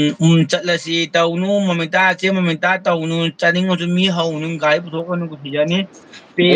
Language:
Manipuri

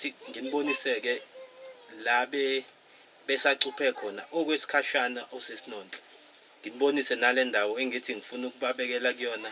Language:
Zulu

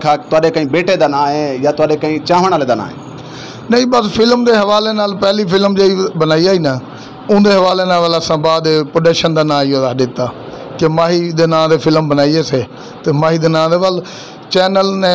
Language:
Saraiki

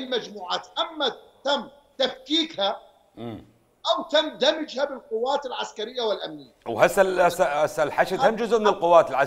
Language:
Mesopotamian Arabic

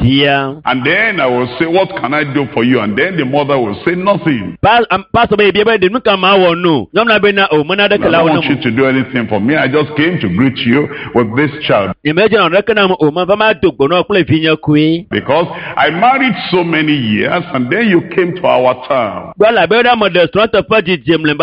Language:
Ewe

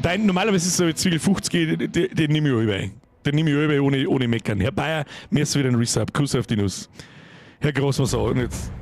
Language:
Bavarian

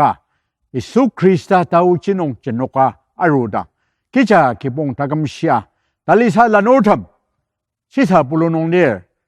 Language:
Ao Naga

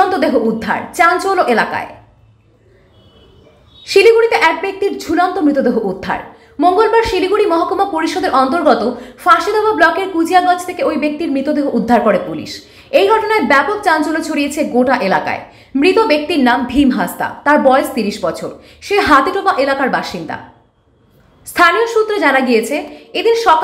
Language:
Bangla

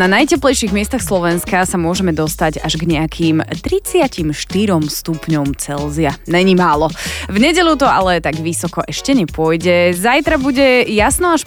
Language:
Slovak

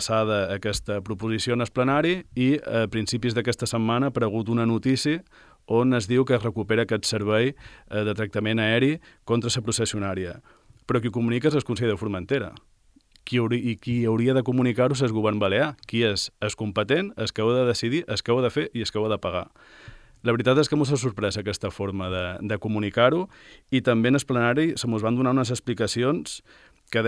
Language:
Catalan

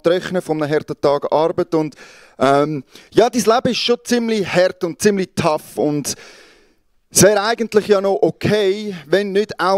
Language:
Swiss German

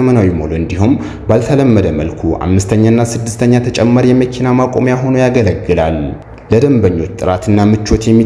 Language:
Amharic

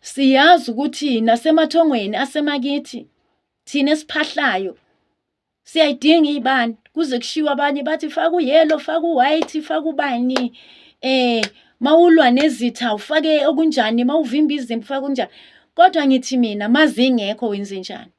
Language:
Zulu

